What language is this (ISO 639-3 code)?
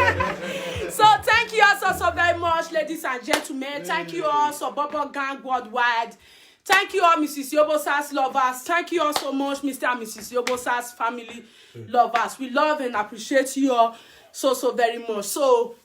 pcm